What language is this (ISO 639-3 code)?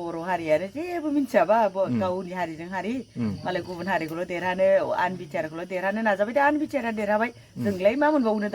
brx